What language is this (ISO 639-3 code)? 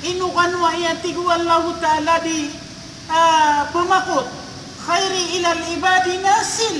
mrw